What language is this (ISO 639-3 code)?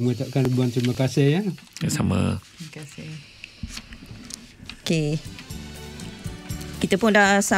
msa